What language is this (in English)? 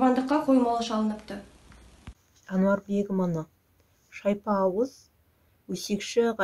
Kazakh